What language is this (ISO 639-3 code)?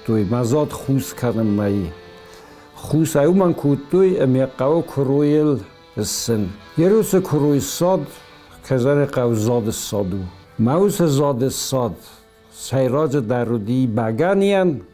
oss